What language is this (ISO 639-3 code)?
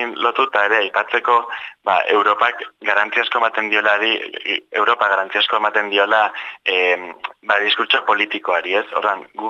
eus